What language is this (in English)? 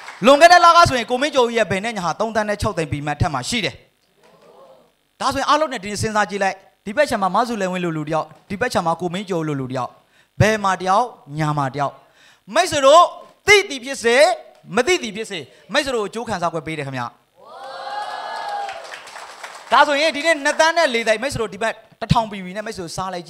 Burmese